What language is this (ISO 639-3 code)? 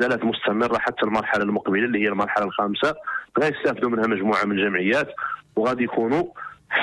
ary